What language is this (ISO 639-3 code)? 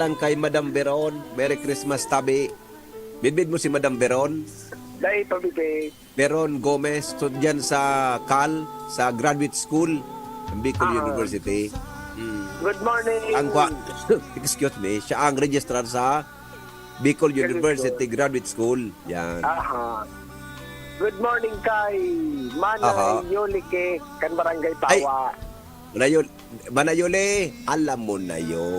bik